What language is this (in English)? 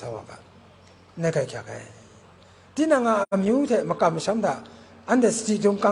Kachin